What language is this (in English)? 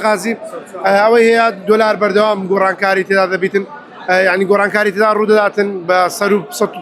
Central Kurdish